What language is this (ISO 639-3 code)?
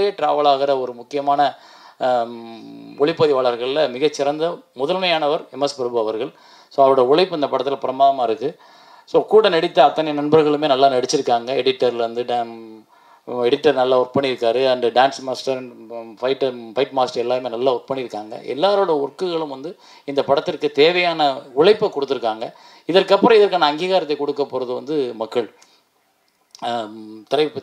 tam